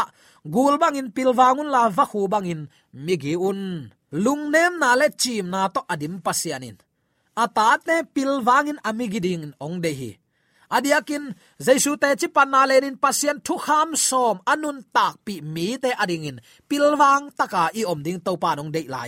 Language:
Tedim Chin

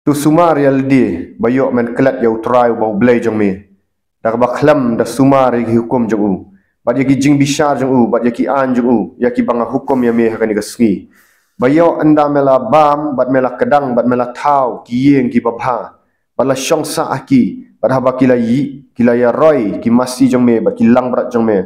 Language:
Khasi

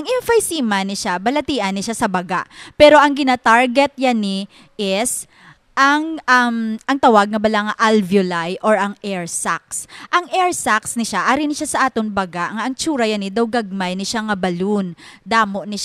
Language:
Hiligaynon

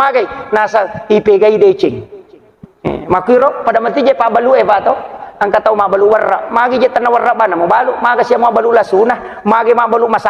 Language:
Buginese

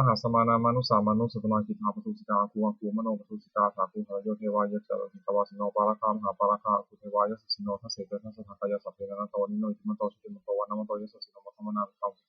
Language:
Pali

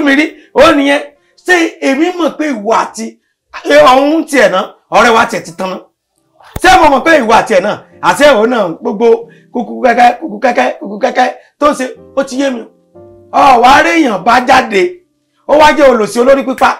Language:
Yoruba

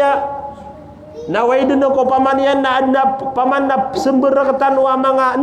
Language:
Maranao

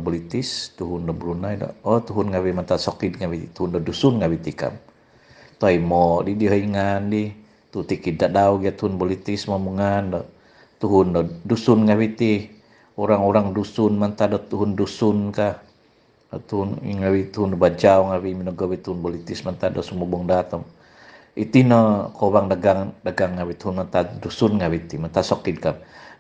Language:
Central Dusun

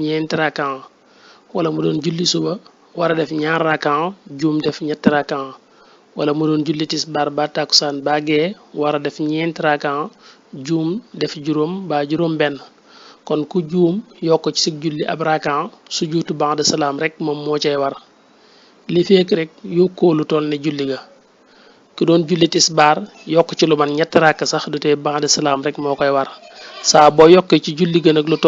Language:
Wolof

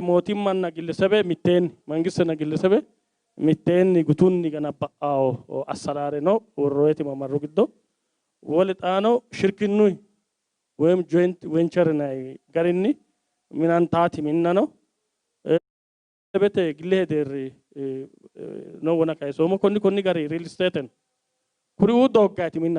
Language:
Sidamo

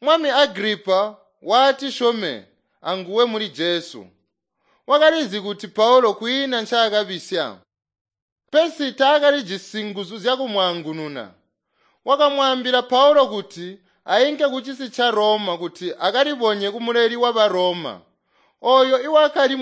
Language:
Tonga (Zambia)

